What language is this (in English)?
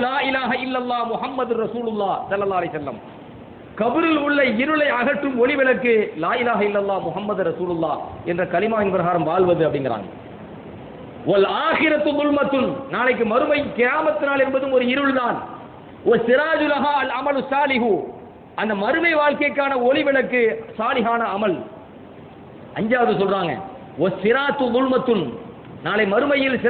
Tamil